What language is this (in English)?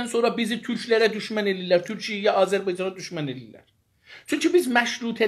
South Azerbaijani